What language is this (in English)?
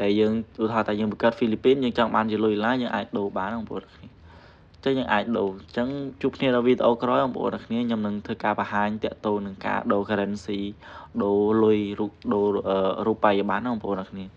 Khmer